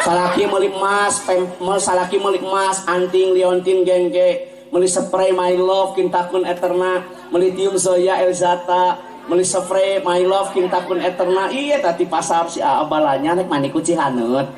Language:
Sundanese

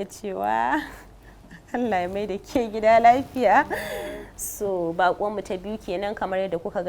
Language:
Hausa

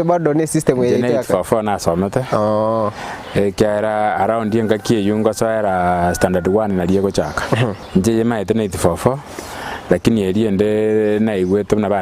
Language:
Gusii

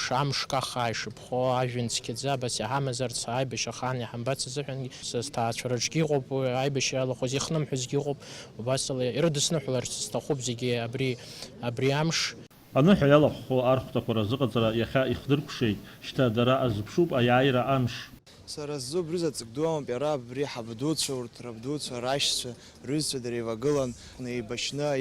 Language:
Abkhazian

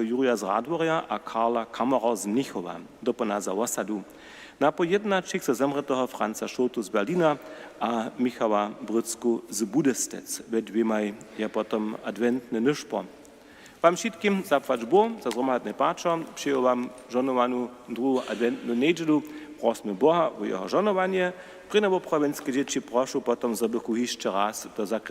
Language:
Upper Sorbian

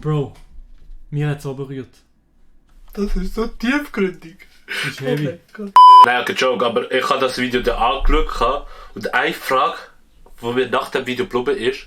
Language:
Swiss German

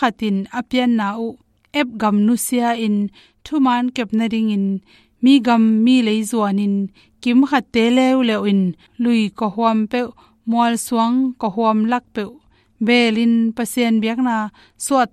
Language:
Tedim Chin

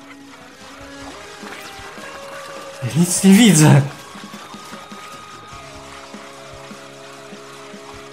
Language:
Polish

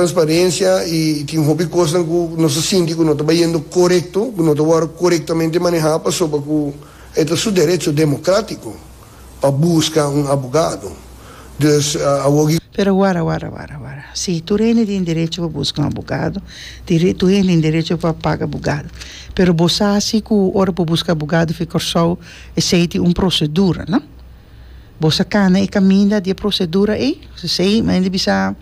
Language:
Papiamento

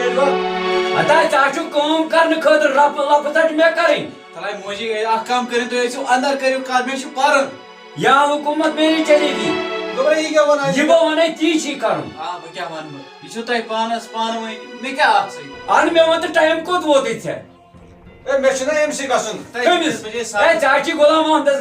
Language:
Kashmiri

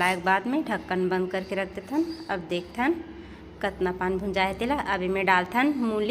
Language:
Chhattisgarhi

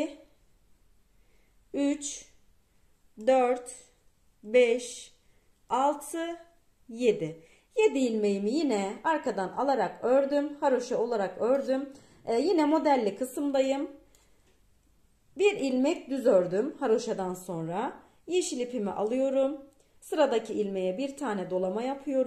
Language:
Turkish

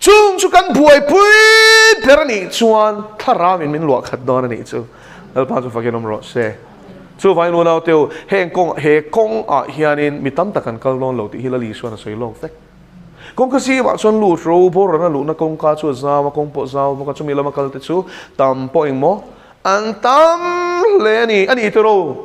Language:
Mizo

